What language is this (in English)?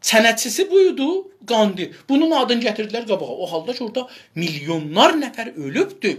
South Azerbaijani